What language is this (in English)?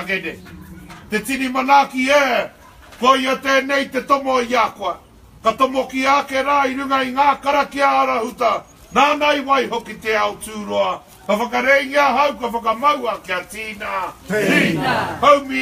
Māori